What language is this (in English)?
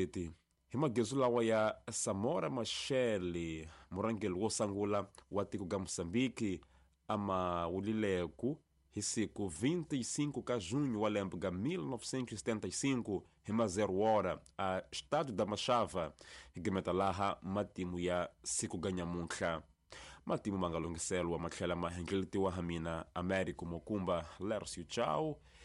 Tsonga